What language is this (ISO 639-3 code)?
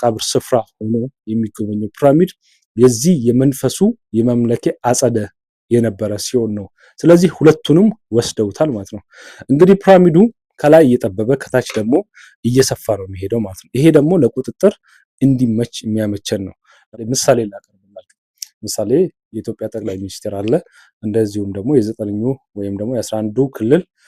amh